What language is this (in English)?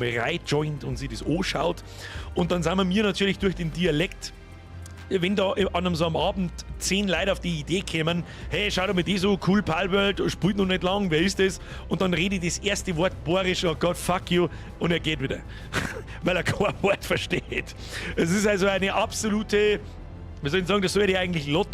Bavarian